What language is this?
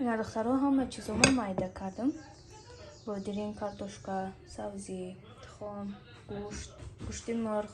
Tajik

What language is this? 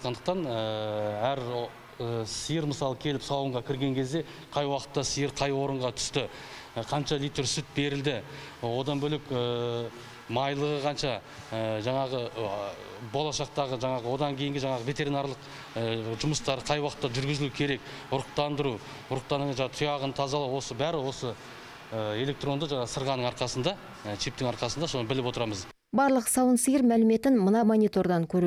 Kazakh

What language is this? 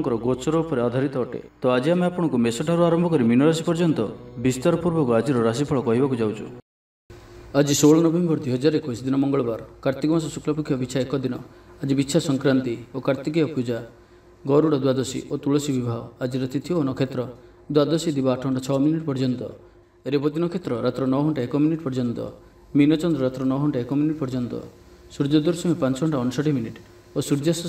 Odia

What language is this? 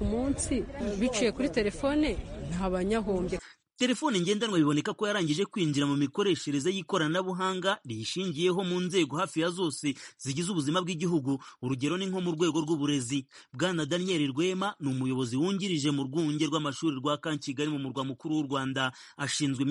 Kinyarwanda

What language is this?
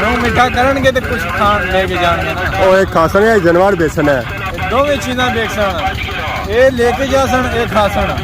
Pahari-Potwari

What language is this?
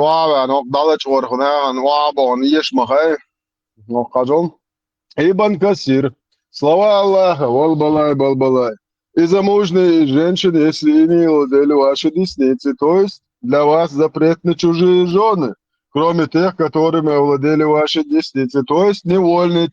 Chechen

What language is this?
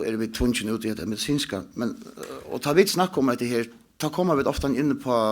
Faroese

